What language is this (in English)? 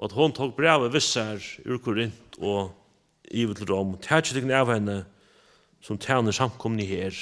Faroese